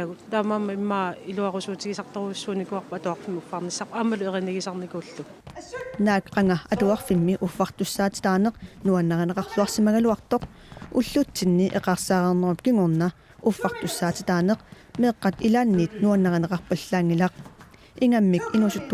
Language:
Kalaallisut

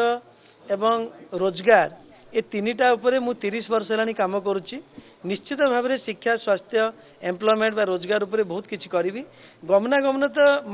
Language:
Odia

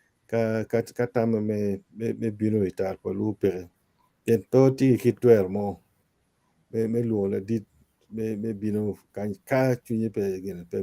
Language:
Acoli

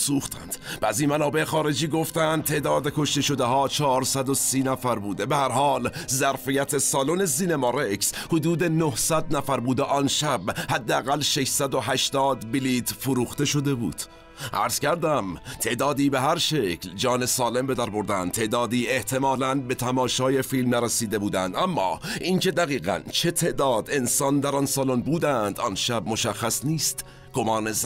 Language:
Persian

